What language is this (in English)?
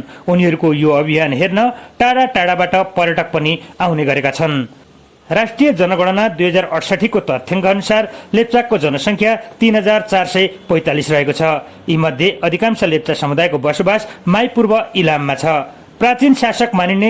Nepali